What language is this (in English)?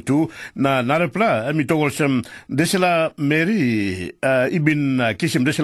Tok Pisin